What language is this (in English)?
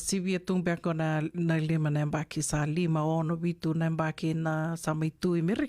Fijian